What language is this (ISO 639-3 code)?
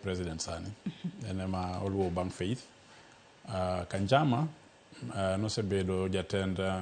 luo